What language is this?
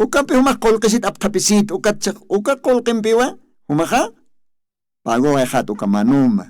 Aymara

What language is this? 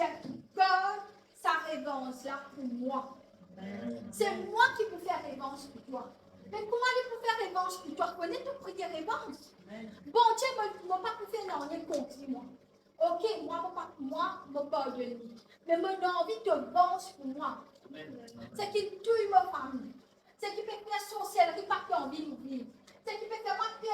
Morisyen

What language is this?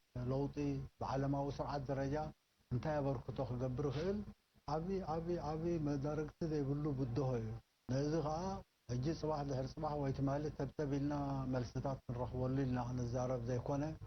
Tigrinya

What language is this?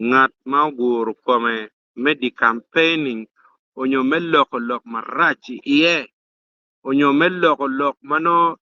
Acoli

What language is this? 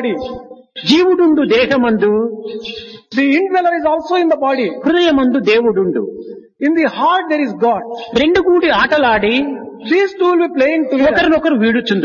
Telugu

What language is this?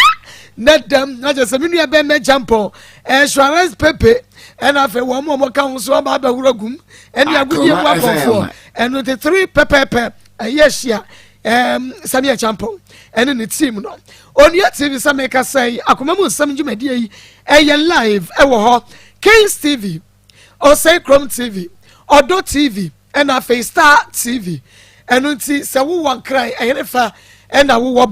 Akan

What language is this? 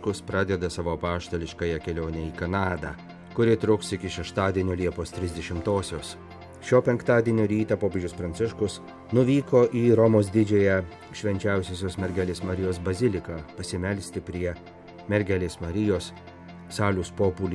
Lithuanian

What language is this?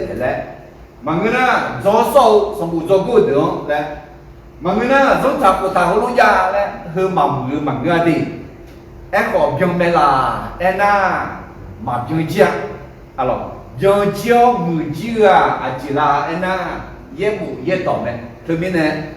Akha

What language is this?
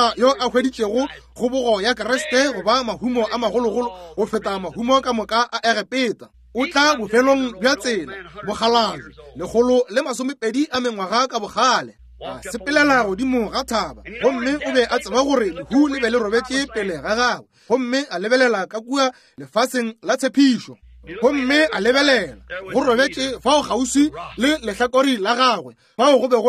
Northern Sotho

